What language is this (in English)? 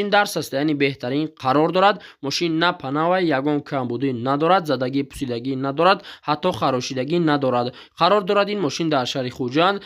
Tajik